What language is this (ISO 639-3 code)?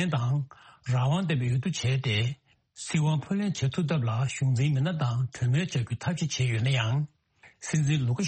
bod